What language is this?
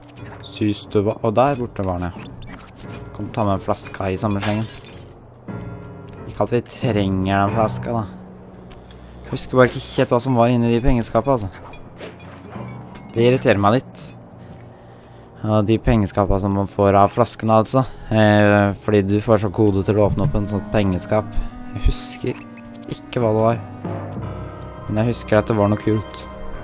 Norwegian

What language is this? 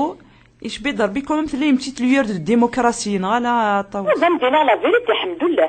Kabyle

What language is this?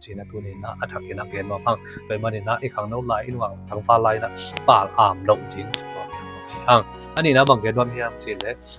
Tedim Chin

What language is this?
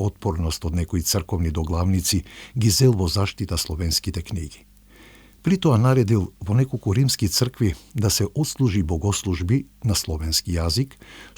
Macedonian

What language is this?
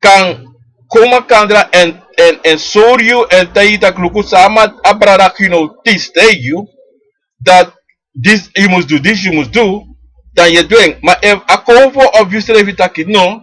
Sranan Tongo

